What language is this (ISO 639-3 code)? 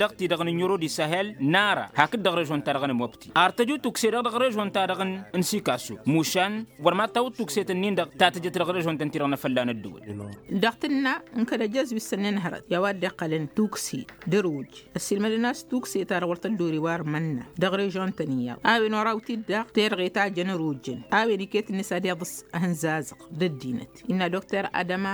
taq